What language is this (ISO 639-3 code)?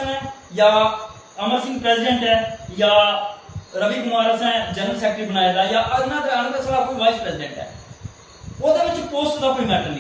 doi